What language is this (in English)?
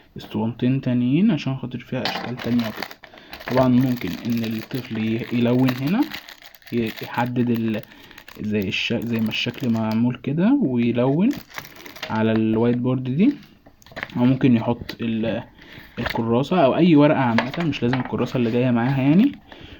Egyptian Arabic